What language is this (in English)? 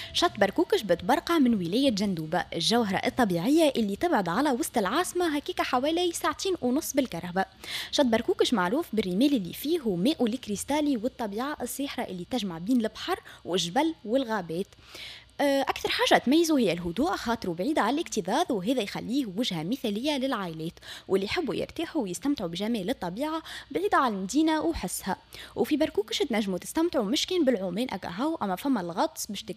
Tunisian Arabic